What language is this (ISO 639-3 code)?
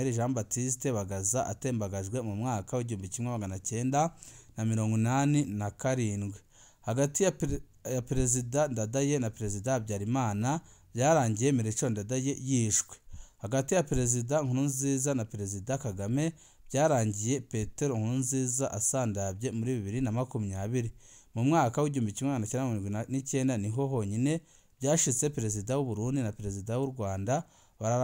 run